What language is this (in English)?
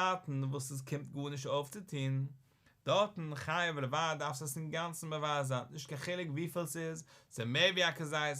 Yiddish